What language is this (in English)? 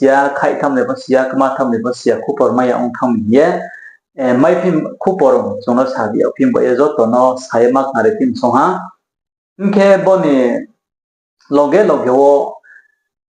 Riang (India)